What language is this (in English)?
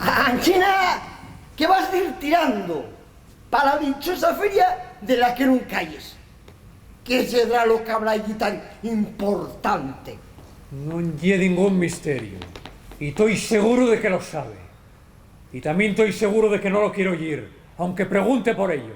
Asturian